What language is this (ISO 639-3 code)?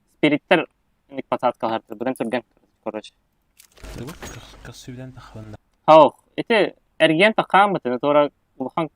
sah